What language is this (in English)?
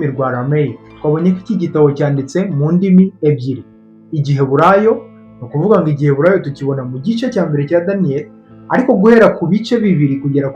Kinyarwanda